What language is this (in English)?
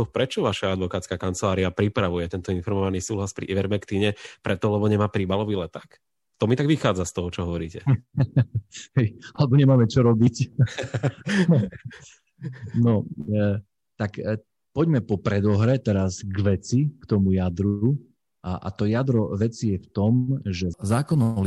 Slovak